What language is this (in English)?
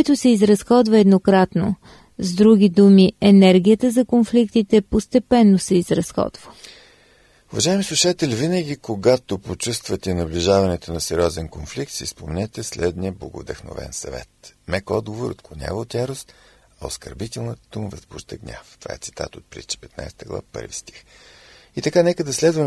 Bulgarian